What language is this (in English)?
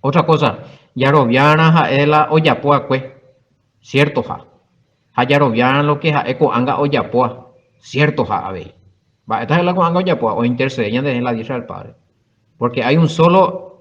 Guarani